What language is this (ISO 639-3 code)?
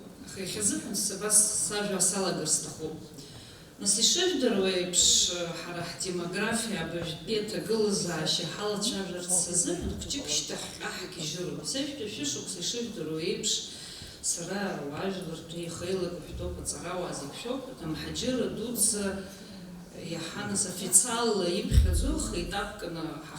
abk